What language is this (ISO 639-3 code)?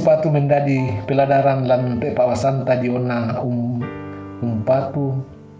sda